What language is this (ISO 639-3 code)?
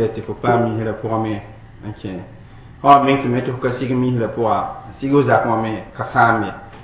mos